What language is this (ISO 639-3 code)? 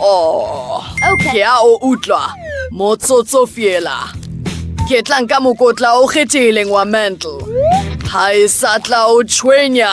sot